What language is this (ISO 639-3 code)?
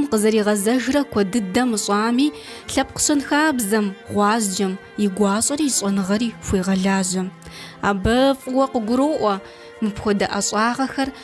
kbd